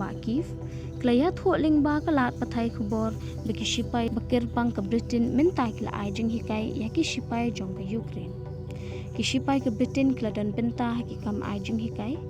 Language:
Khasi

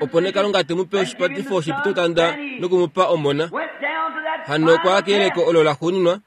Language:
Kuanyama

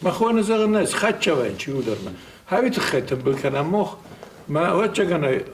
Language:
Ossetic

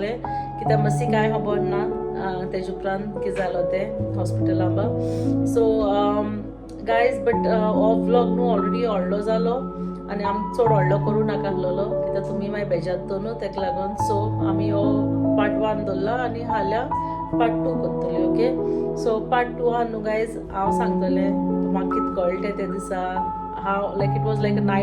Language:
Konkani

